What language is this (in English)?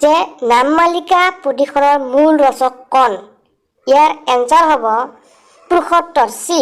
Assamese